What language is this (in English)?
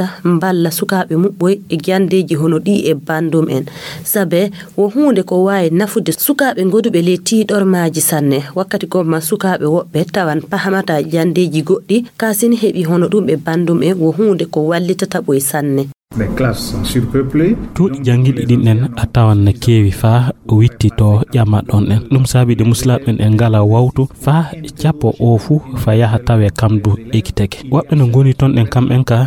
Fula